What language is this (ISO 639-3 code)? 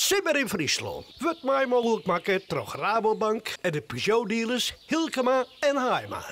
fry